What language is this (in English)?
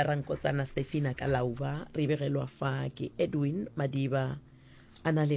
Northern Sotho